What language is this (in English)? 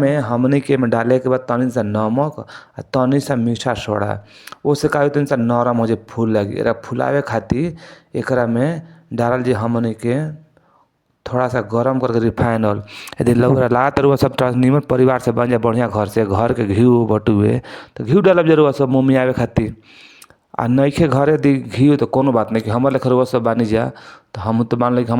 Bhojpuri